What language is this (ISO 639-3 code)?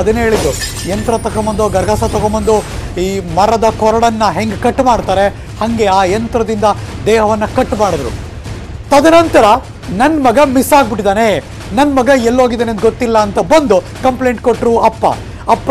kan